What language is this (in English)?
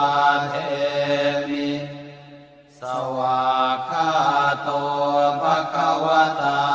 Pali